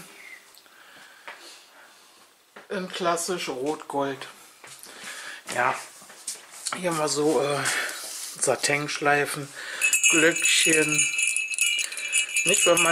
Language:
German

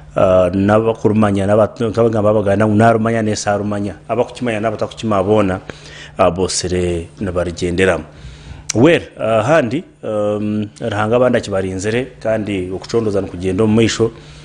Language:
Nyankole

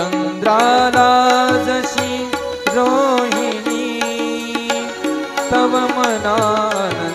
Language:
Marathi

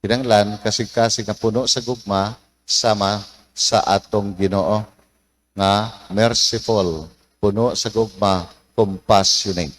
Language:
Cebuano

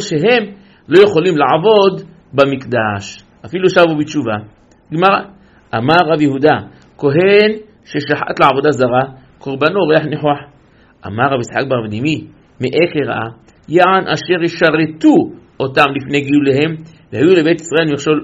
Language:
Hebrew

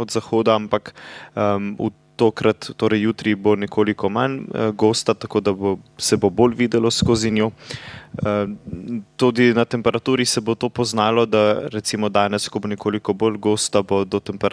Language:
Slovenian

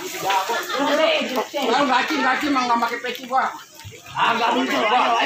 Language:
Betawi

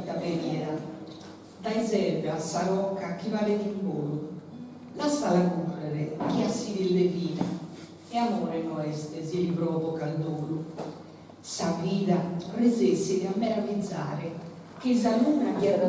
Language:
Sardinian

